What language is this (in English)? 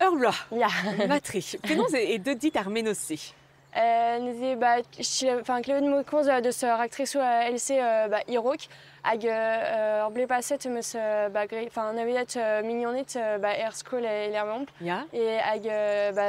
Breton